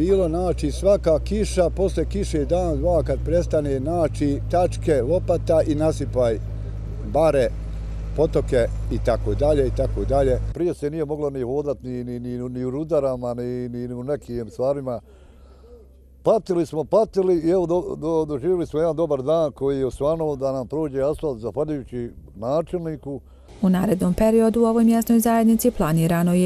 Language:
Bosnian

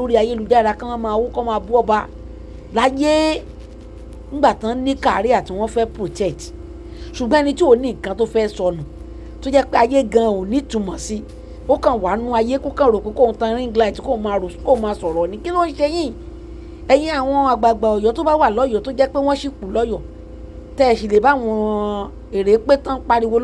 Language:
Yoruba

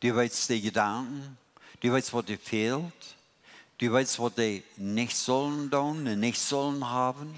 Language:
Plautdietsch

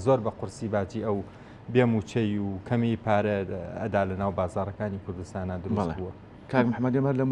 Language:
Central Kurdish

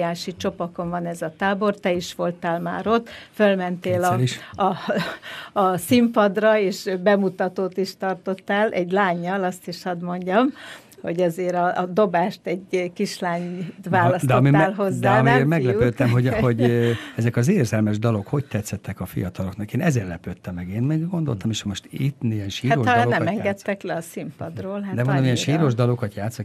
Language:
Hungarian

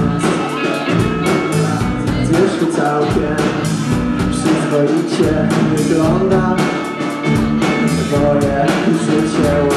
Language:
Polish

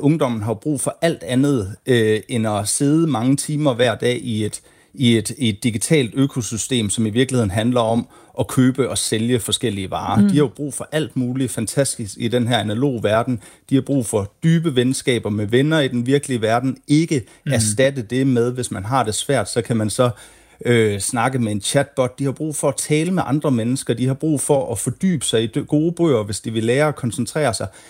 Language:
Danish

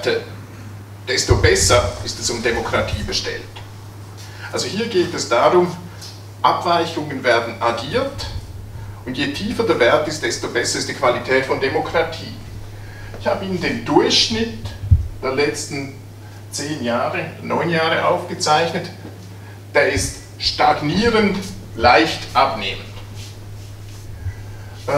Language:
German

